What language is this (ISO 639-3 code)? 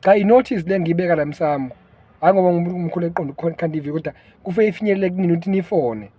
zul